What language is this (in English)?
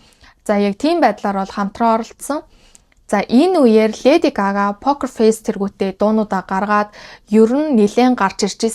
Mongolian